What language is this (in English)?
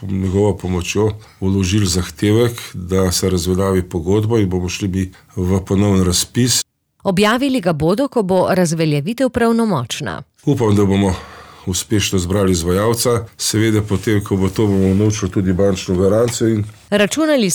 Slovenian